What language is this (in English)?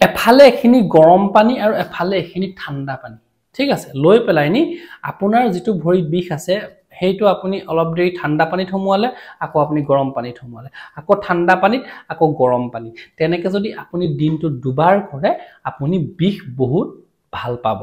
Assamese